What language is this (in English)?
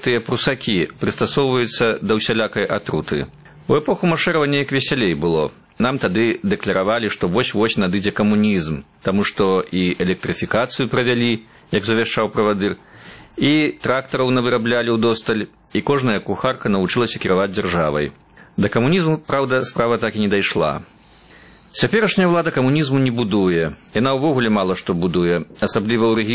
Belarusian